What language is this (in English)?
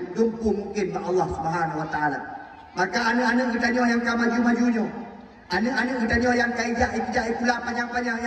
Achinese